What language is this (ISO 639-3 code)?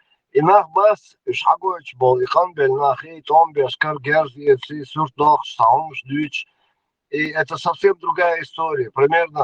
che